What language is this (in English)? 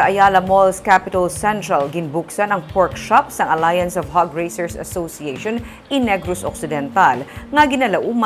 Hiligaynon